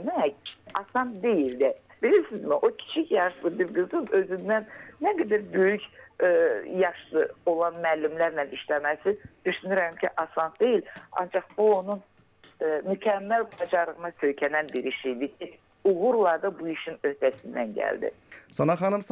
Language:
Azerbaijani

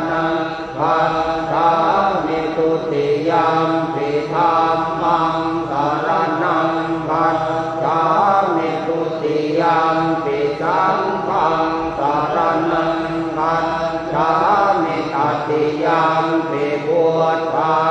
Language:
Pali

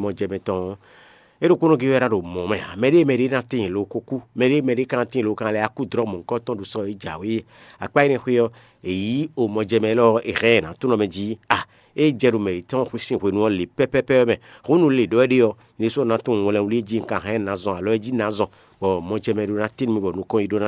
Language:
Fon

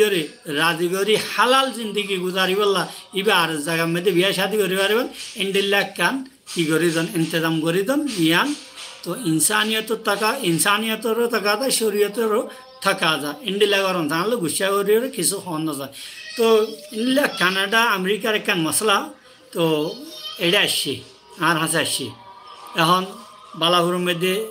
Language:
Rohingya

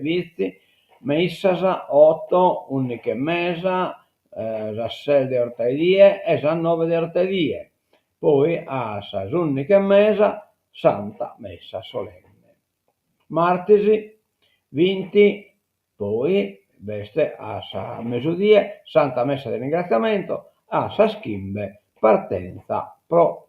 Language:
Sardinian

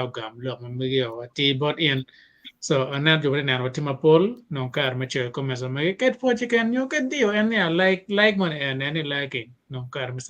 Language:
Acoli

